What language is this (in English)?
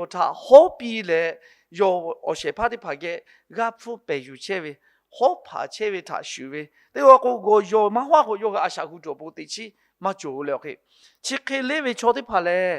Lahu